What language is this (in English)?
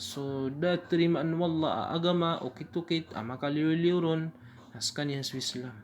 Maranao